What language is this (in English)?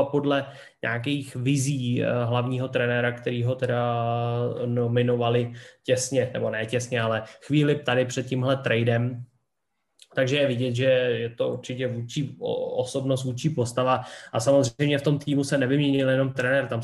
Czech